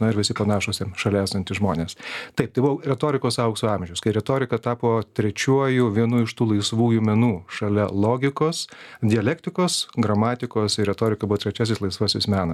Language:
Lithuanian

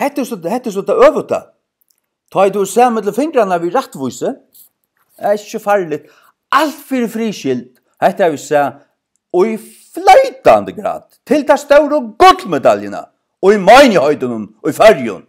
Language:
Faroese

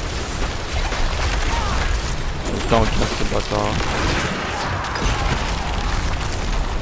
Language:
French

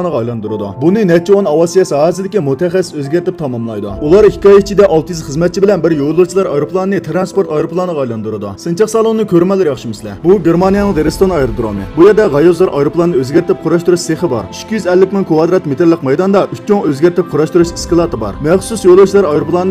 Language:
Uyghur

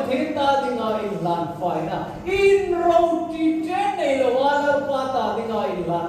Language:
Hmar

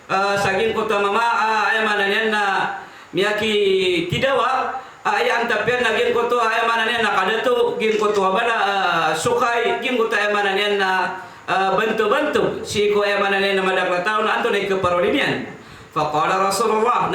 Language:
Maranao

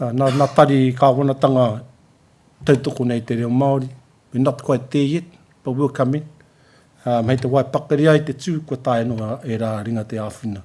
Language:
Māori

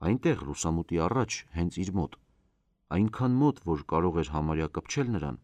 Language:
Armenian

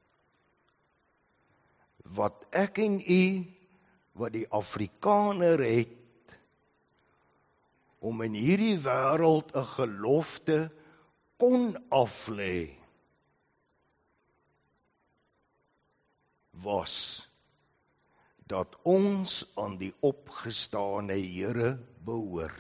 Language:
Afrikaans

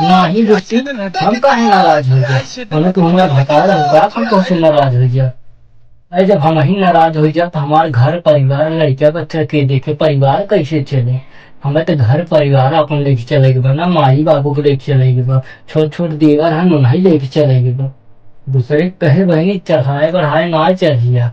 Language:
Awadhi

